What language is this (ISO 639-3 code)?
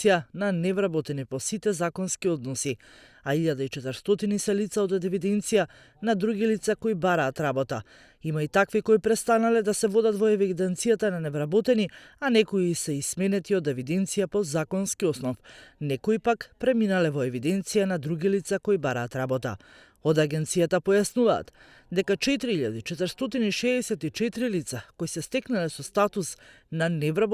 mkd